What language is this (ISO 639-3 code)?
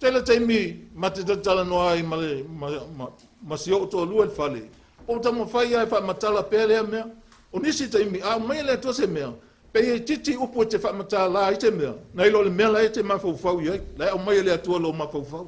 smo